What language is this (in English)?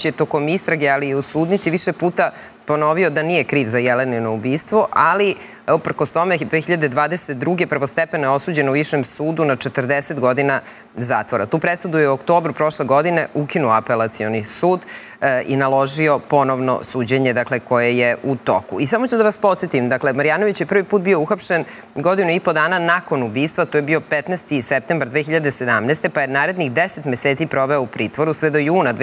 Serbian